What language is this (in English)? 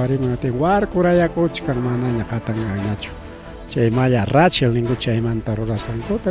Ayacucho Quechua